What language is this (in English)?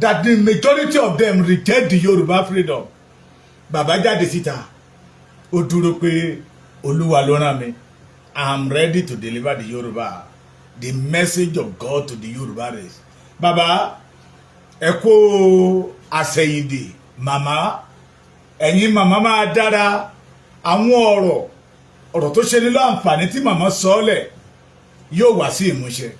Yoruba